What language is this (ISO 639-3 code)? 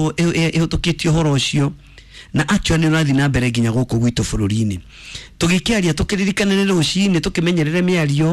kik